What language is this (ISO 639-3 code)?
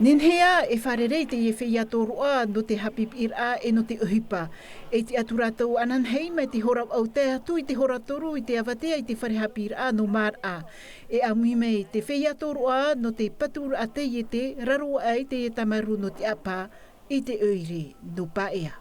tah